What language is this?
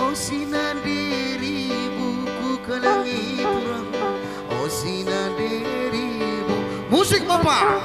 Batak Karo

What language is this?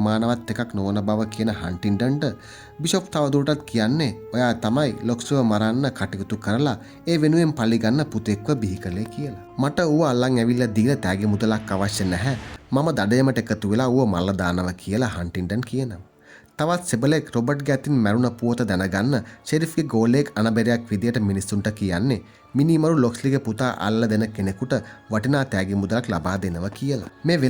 Sinhala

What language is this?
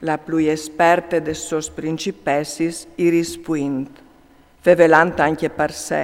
Friulian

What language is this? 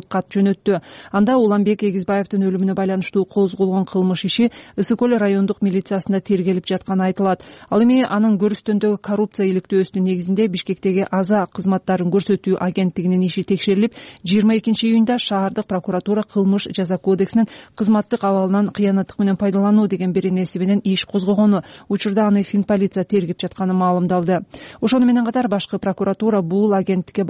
Kyrgyz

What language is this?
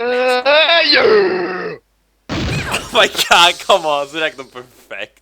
Faroese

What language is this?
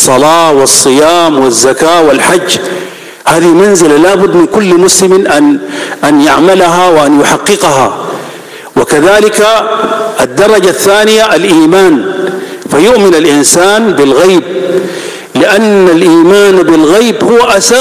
Arabic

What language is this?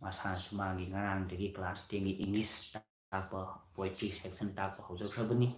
Manipuri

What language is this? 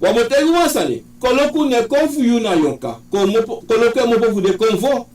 Sranan Tongo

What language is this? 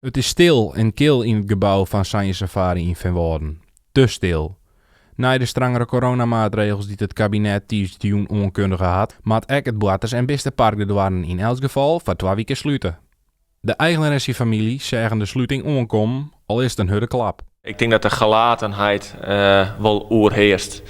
Western Frisian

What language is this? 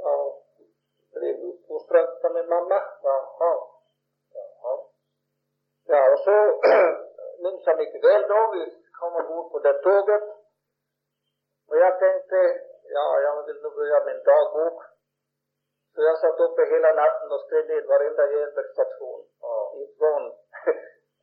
Swedish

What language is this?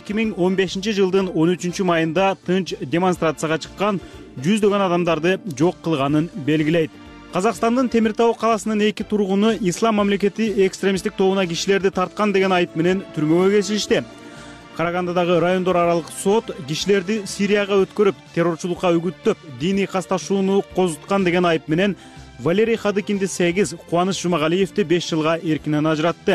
Kyrgyz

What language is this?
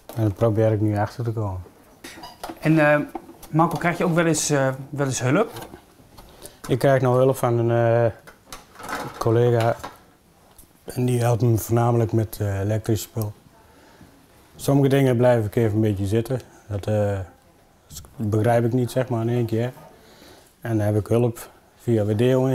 Dutch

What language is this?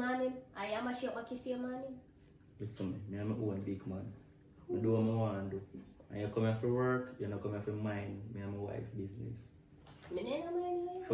Jamaican Creole English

